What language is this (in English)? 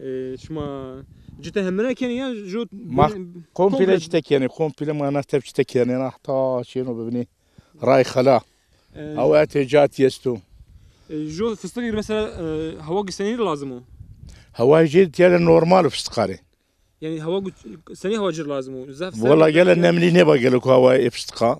Zaza